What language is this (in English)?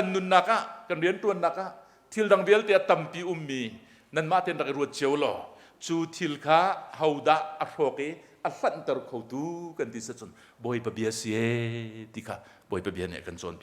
Hakha Chin